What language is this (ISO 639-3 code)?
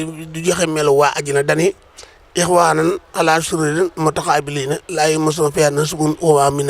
wol